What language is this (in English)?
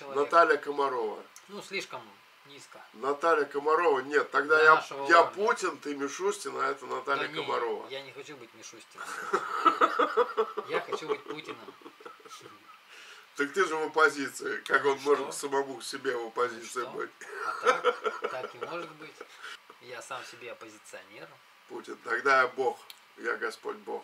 Russian